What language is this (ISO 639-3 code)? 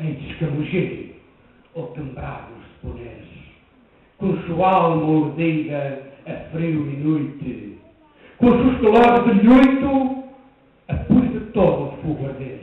mwl